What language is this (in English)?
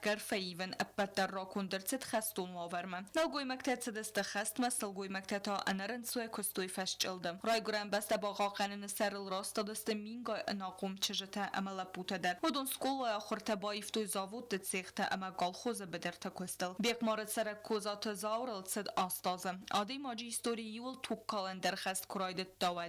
Ossetic